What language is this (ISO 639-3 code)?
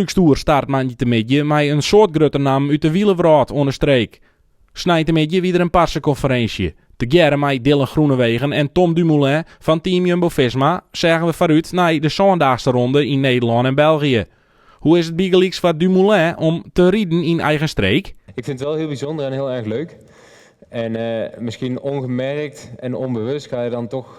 fry